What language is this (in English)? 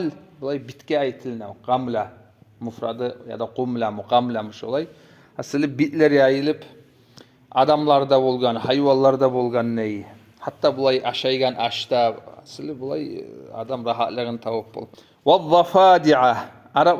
Kumyk